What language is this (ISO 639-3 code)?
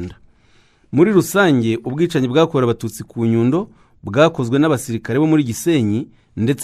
kin